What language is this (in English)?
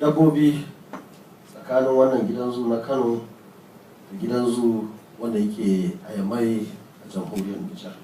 Hausa